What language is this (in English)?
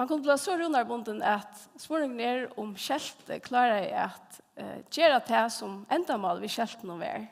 Faroese